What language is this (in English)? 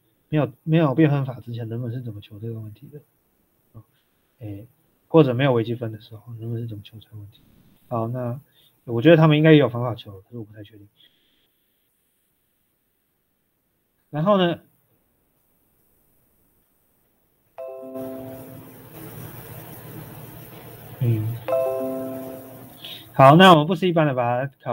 Chinese